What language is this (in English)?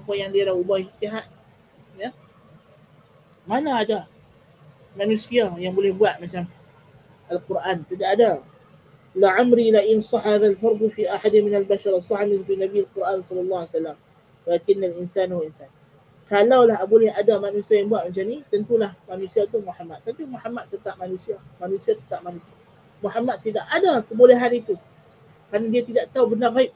Malay